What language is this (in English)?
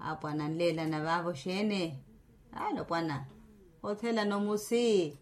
Makhuwa